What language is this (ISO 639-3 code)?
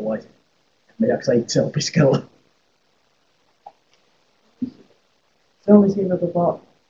fin